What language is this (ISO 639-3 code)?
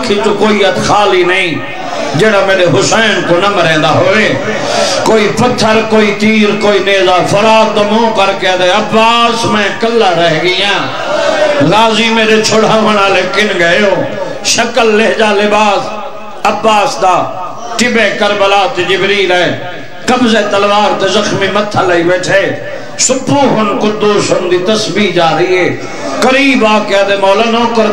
skr